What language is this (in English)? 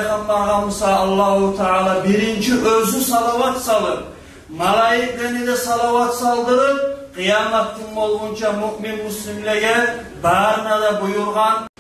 Kumyk